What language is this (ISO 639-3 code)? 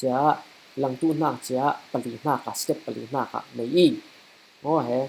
cfm